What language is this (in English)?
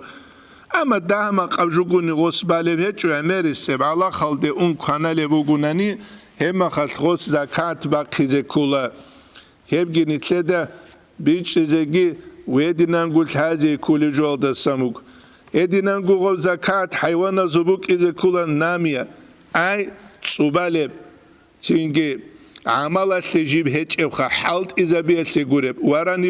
Avaric